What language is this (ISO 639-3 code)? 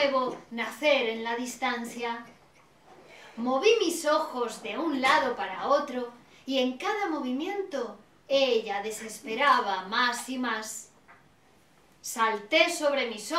spa